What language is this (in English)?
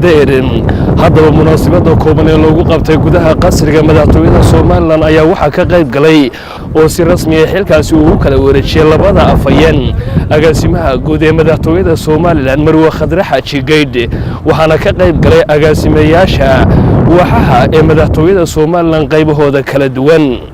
Somali